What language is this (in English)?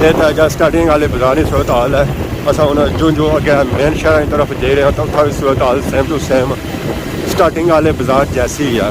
Pahari-Potwari